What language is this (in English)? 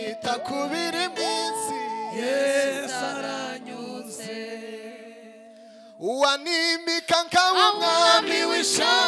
Kinyarwanda